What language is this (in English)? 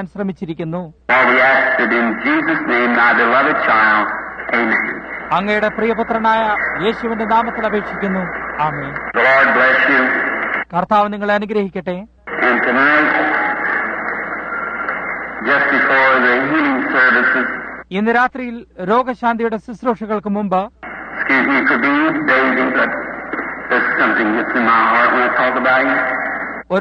Malayalam